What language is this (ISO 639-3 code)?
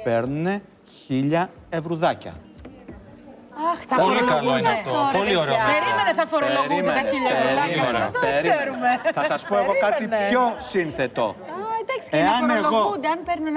ell